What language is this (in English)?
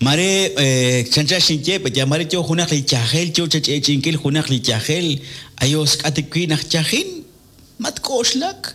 Kekchí